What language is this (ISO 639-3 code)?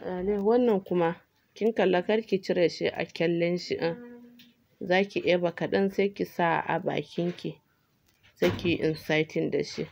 hau